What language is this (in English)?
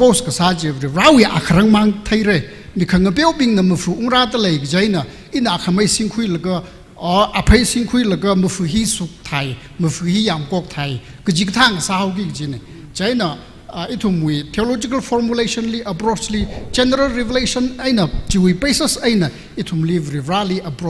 Tangkhul Naga (India)